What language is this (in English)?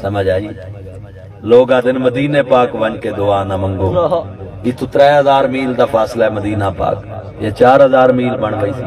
Saraiki